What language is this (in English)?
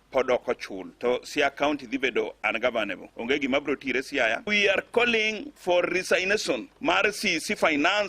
Luo (Kenya and Tanzania)